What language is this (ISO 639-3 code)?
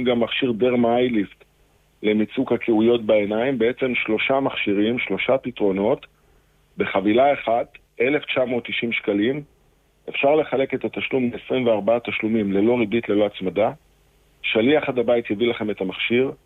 heb